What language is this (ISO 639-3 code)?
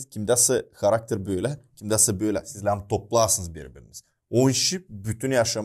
gag